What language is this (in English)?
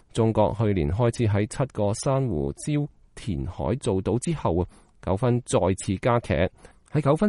Cantonese